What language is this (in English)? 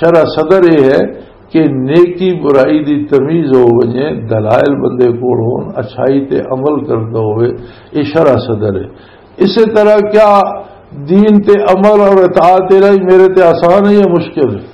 Western Panjabi